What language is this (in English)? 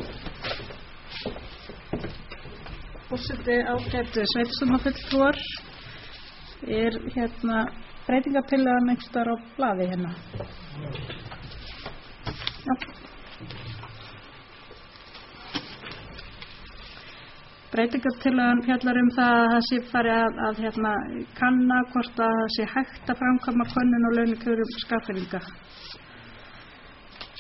Icelandic